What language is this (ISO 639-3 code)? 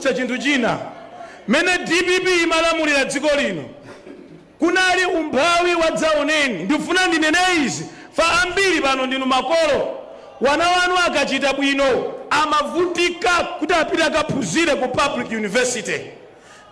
nya